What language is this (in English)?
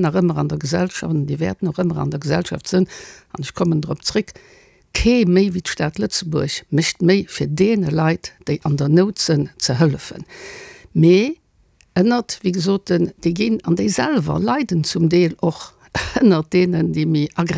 Luxembourgish